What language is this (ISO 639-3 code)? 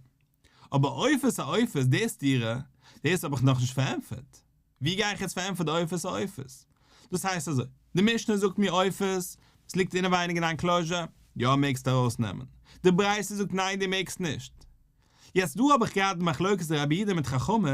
yid